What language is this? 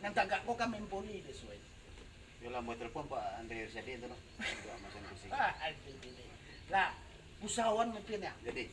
Minangkabau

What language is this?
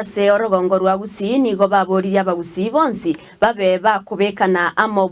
Gusii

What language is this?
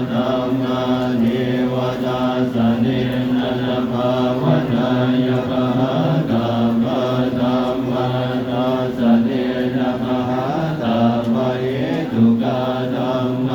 Pali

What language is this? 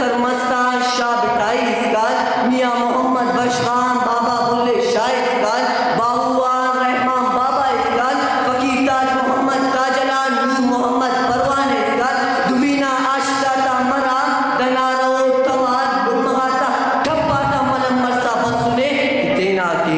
Brahui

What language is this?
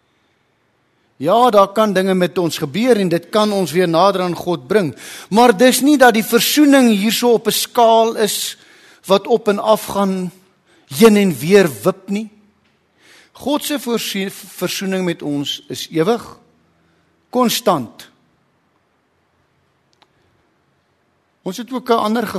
Afrikaans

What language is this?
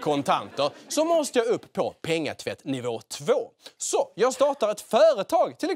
Swedish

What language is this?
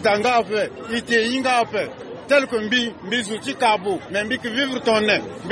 Sango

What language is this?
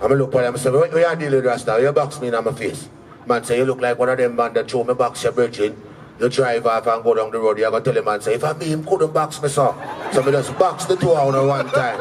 Jamaican Creole English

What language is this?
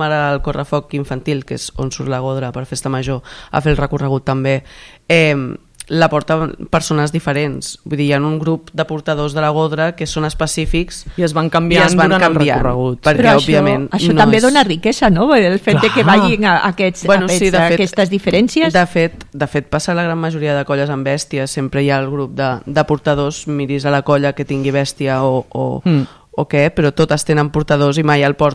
Catalan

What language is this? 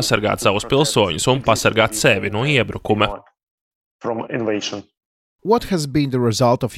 Latvian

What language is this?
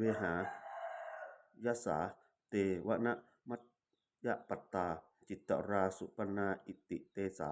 Pali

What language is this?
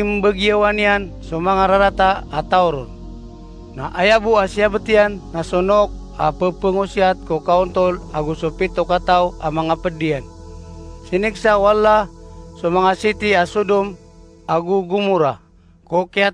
Maranao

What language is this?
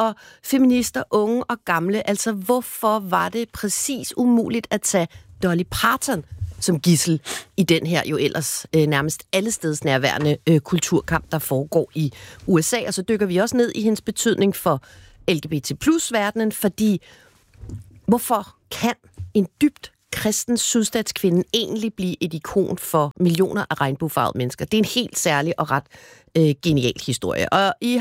Danish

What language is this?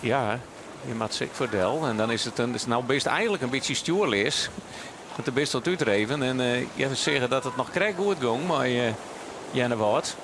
Western Frisian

